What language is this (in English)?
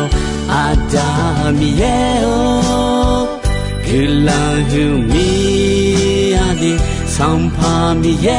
Akha